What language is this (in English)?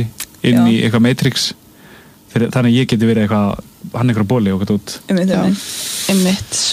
Icelandic